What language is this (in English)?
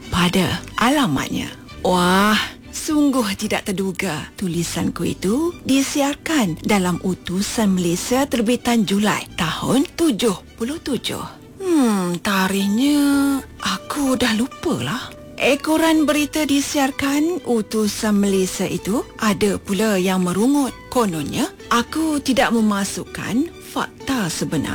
Malay